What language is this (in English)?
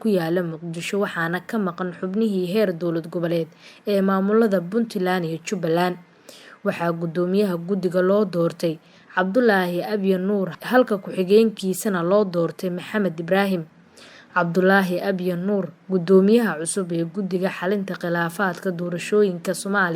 Somali